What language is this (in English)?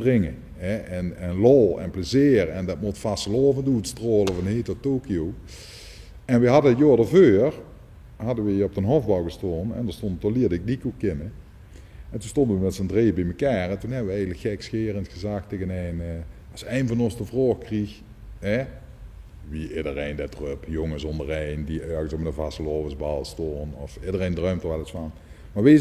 Limburgish